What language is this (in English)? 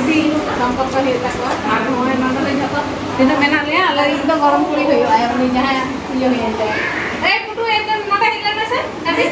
Santali